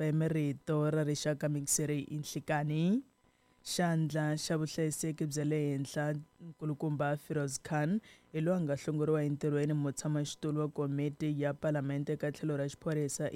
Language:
Tsonga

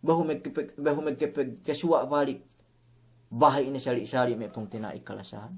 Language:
Yakan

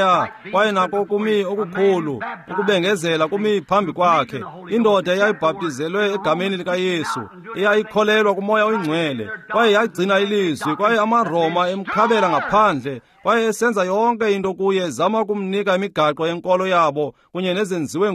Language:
Xhosa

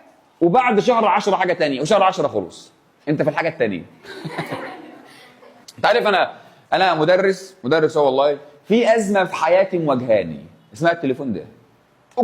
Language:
Egyptian Arabic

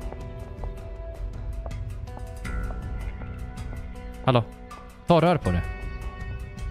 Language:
Swedish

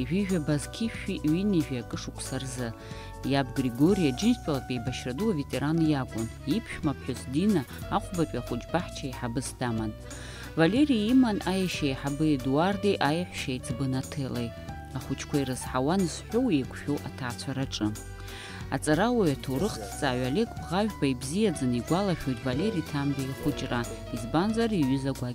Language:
Abkhazian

